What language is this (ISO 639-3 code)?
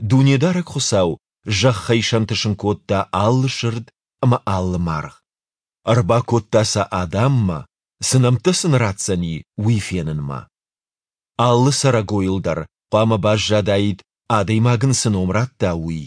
oss